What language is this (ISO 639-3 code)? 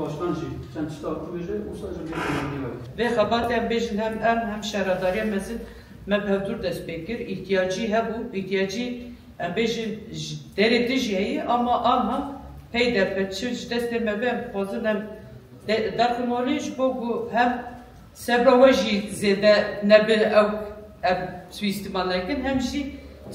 kur